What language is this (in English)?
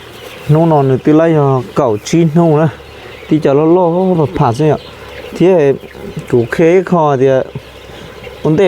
Hmong